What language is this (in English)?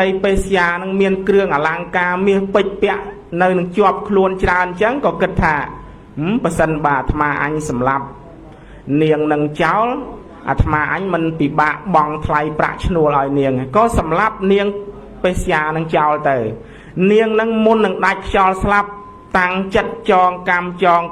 Khmer